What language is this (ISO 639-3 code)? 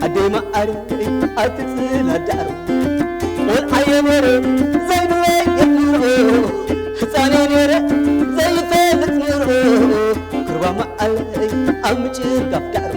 tir